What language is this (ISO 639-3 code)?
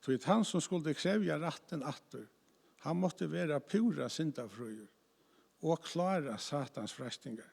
fao